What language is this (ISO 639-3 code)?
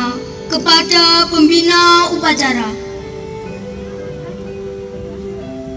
ind